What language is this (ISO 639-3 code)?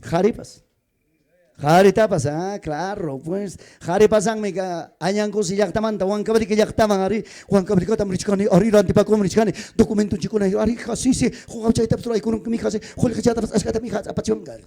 quy